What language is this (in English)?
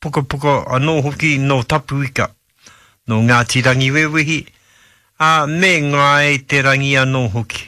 Māori